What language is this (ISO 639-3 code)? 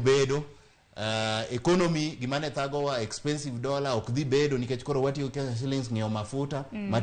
luo